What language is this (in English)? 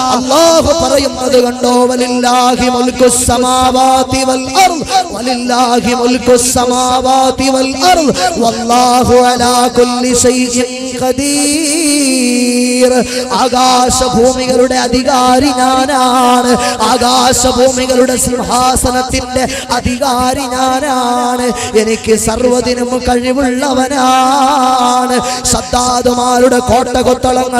Malayalam